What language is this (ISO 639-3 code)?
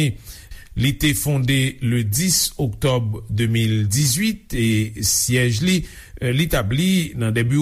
hat